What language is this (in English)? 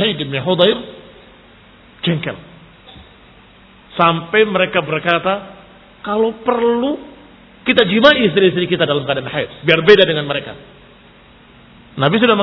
Indonesian